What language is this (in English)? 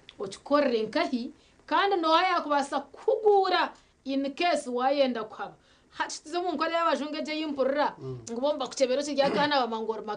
Nyankole